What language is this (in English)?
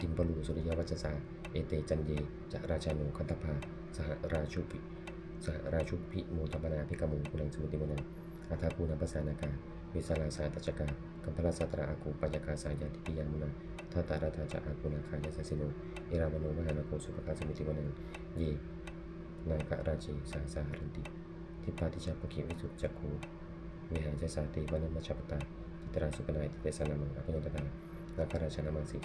Pali